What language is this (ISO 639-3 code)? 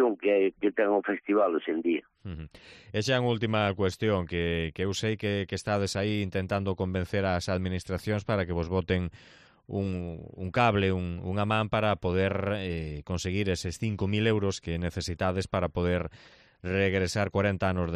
glg